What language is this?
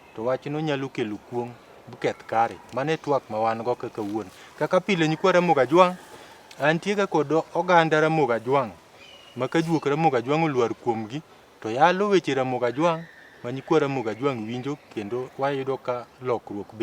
Luo (Kenya and Tanzania)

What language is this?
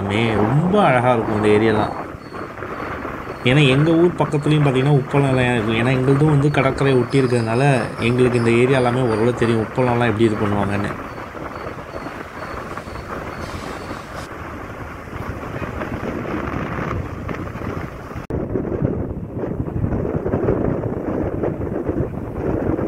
Tamil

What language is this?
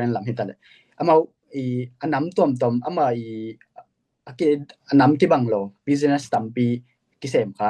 Tedim Chin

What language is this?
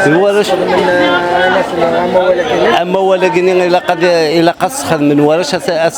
Kabyle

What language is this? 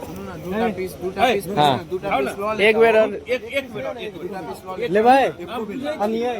Maithili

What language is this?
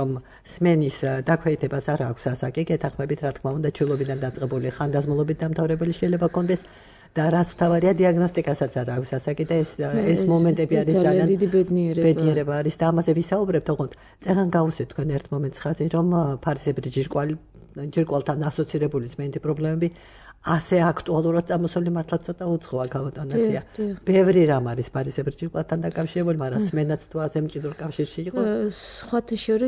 Georgian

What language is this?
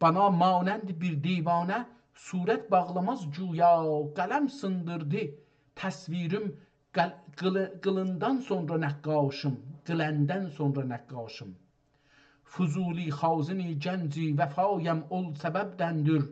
South Azerbaijani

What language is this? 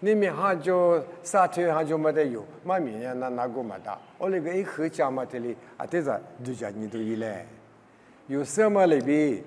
Lisu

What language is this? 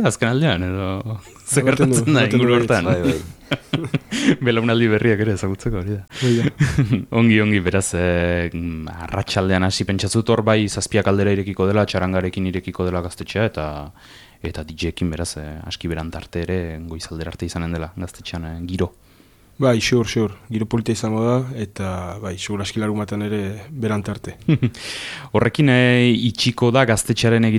Basque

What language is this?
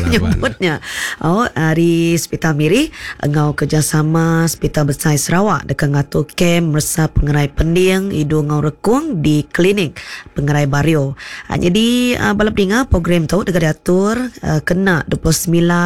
Iban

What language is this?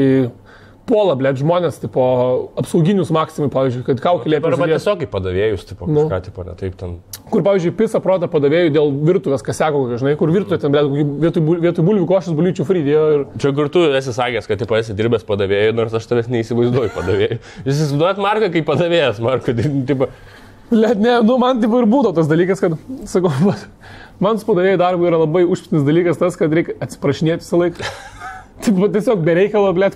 Lithuanian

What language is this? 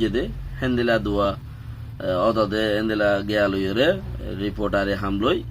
Rohingya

